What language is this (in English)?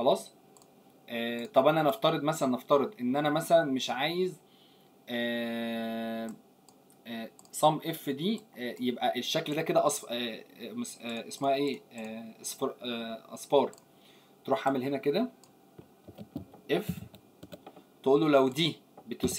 Egyptian Arabic